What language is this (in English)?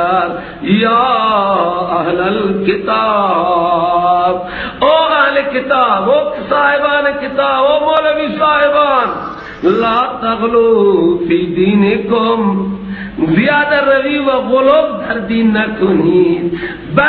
Persian